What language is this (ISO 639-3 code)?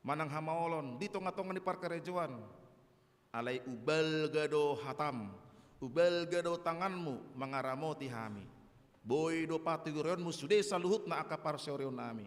bbc